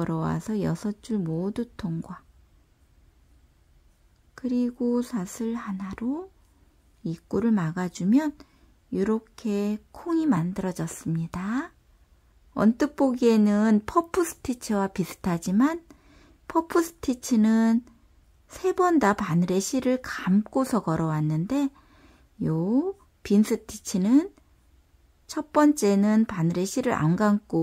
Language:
Korean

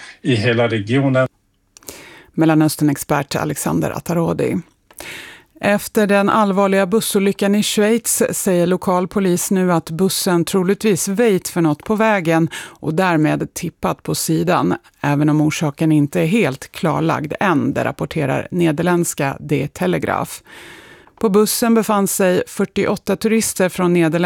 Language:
Swedish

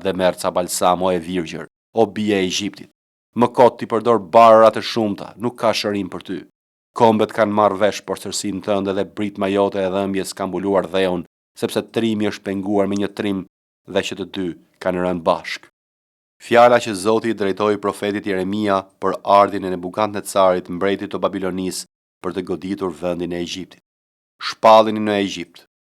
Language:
Albanian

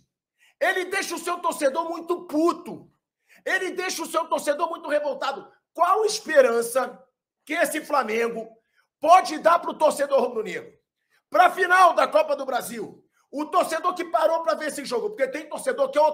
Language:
Portuguese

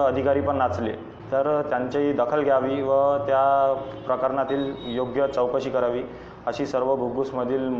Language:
Marathi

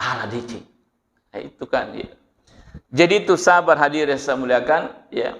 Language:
Buginese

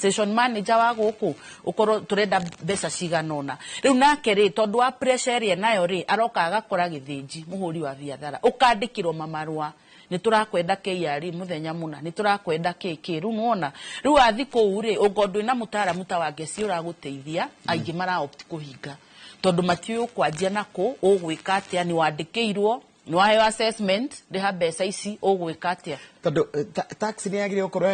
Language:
Kikuyu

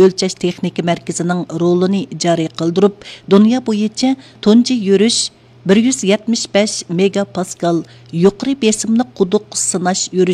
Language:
Uyghur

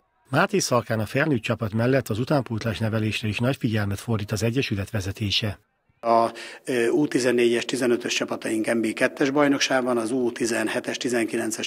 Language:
Hungarian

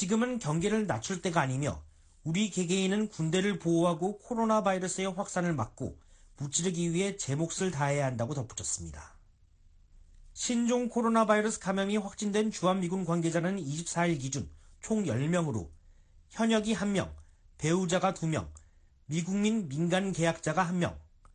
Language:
Korean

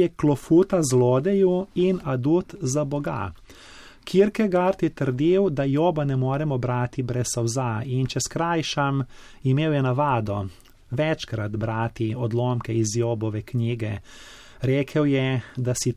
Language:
Slovenian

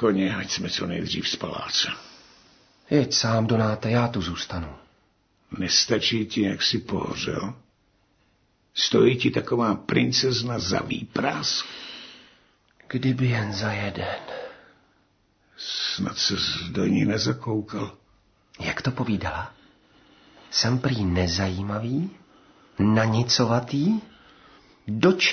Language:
Czech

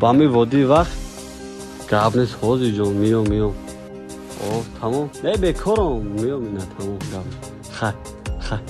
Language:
Tajik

